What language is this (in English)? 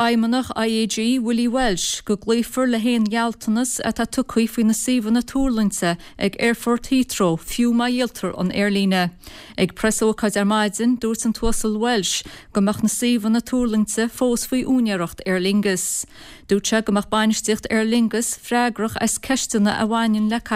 Irish